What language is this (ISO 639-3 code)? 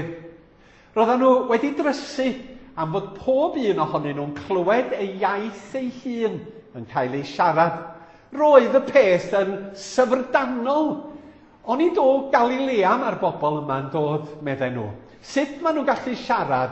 cym